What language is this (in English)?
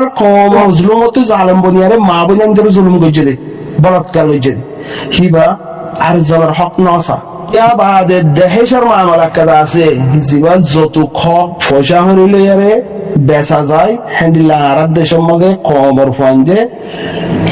Rohingya